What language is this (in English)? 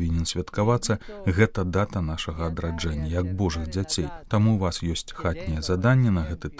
Belarusian